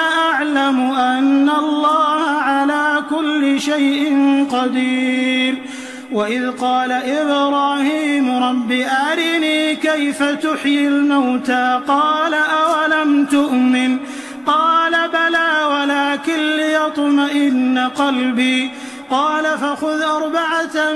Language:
Arabic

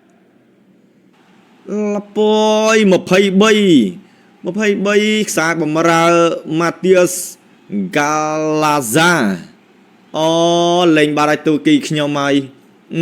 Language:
Khmer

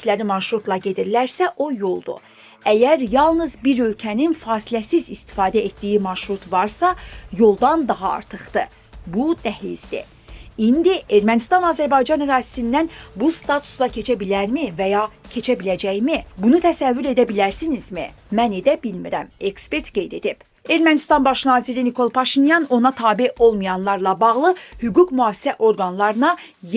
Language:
Azerbaijani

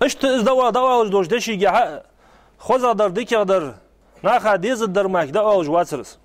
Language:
Ingush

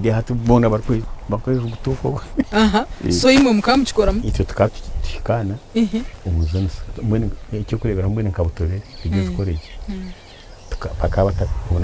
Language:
Nyankole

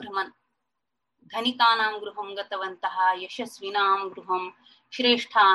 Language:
Sanskrit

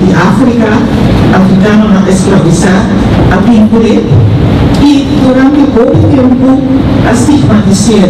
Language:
Papiamento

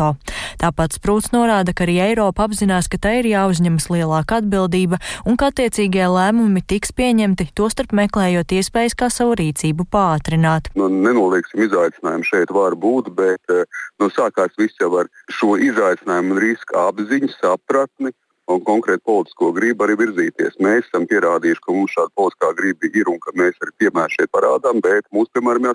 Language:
Latvian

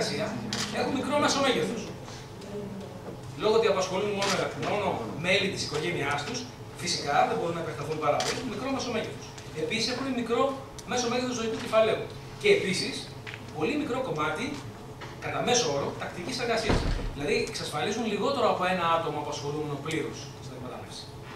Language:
Greek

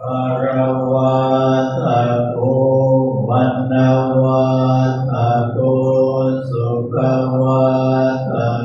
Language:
Pali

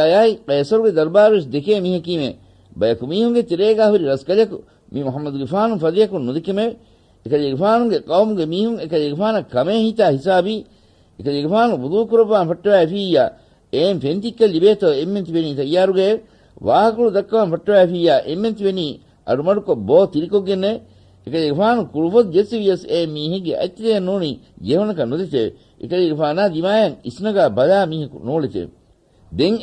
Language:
Divehi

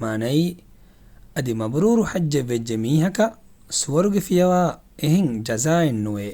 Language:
Divehi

